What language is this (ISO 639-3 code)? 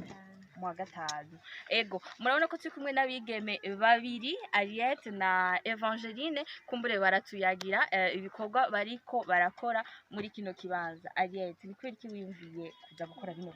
run